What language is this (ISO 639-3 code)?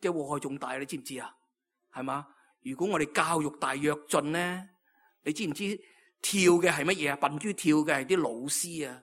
yue